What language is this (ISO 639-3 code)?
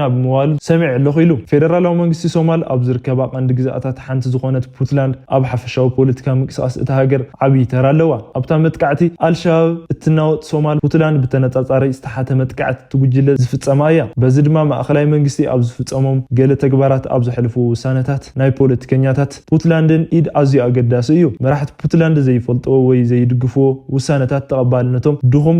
tir